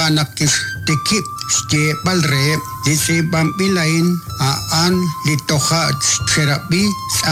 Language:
Kekchí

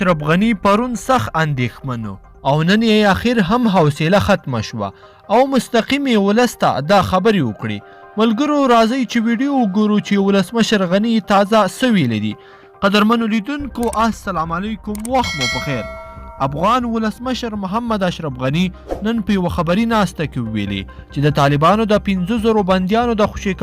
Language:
Pashto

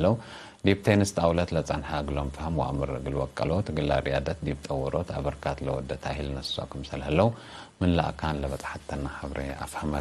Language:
Tigre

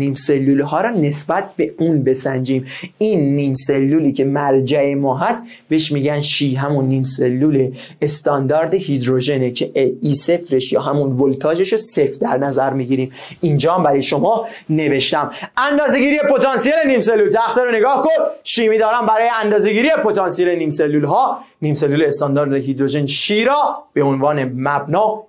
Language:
Persian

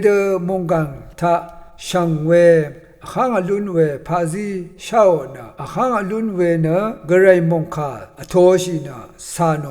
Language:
Rawang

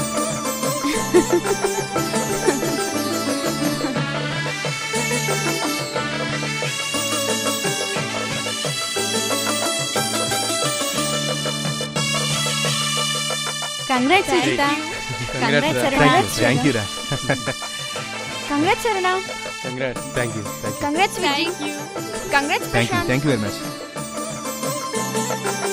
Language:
Telugu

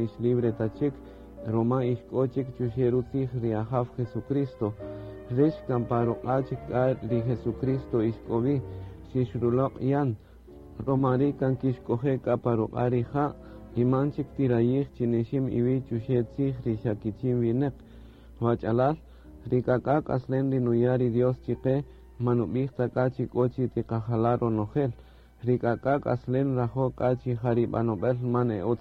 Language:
Kaqchikel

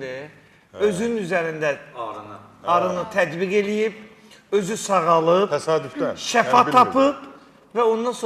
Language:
Azerbaijani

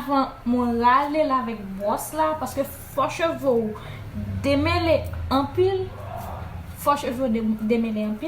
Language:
Haitian Creole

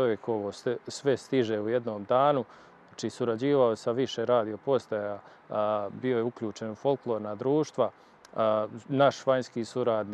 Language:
Croatian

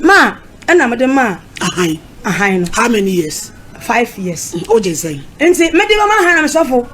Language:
Akan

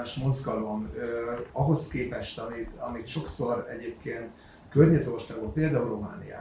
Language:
Hungarian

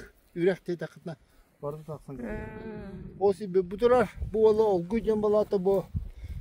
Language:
Yakut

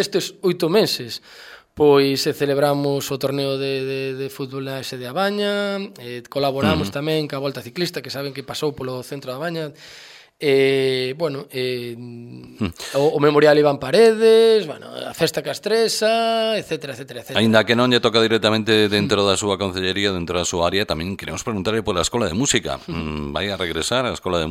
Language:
Galician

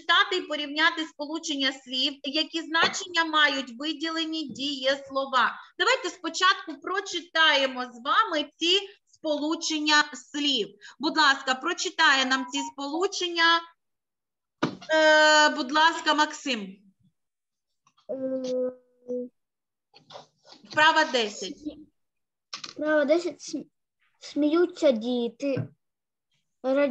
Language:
Ukrainian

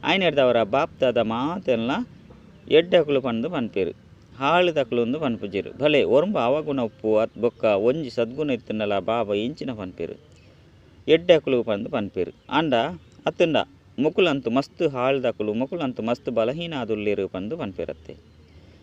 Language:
Tulu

